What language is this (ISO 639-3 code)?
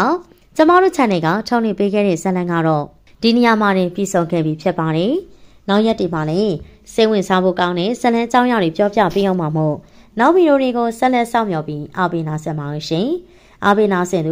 mya